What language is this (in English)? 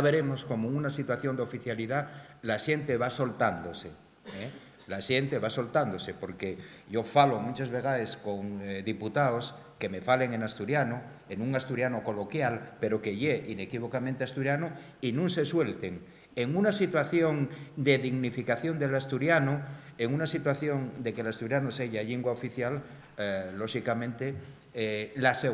Asturian